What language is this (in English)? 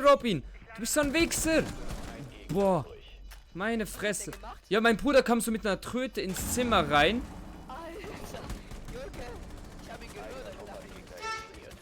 Swiss German